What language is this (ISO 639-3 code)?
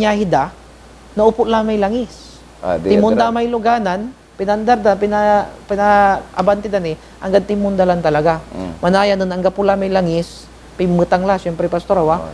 pag